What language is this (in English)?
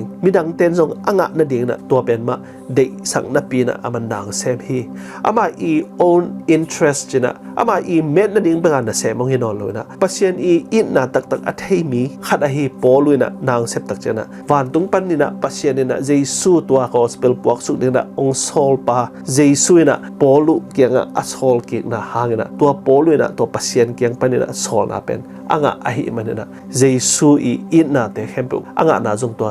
Tedim Chin